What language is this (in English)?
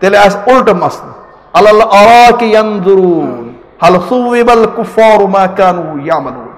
Kashmiri